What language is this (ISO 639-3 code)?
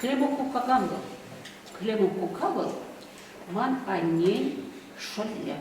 chv